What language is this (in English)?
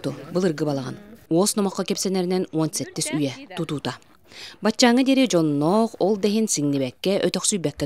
Yakut